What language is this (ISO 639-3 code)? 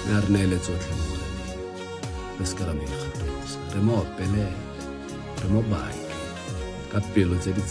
tsn